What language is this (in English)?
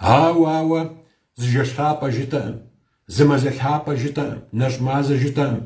Kabardian